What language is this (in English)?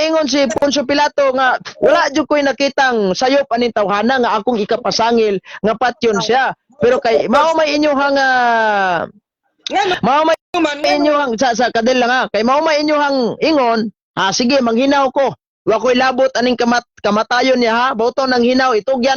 Cebuano